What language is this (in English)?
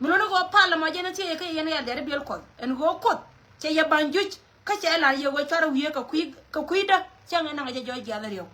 Nuer